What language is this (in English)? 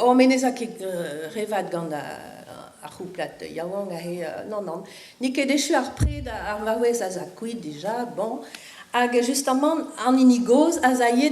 Breton